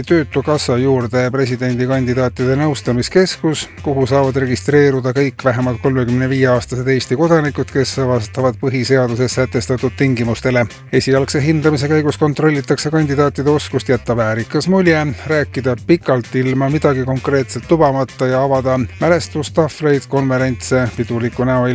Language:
Estonian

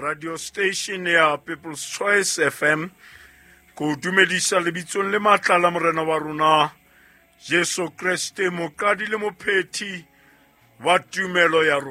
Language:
Southern Sotho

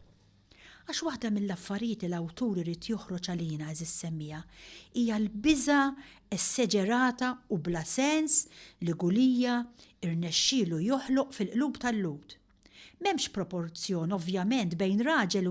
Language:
Maltese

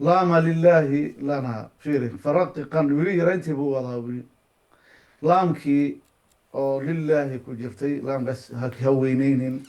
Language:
Somali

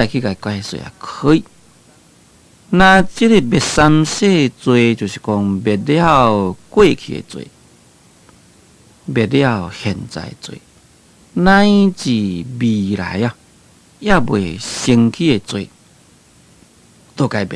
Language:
Min Nan Chinese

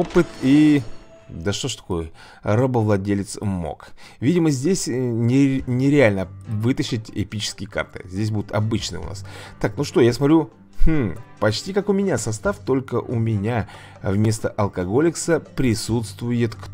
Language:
Russian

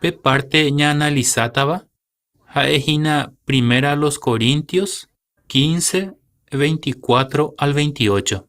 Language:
Guarani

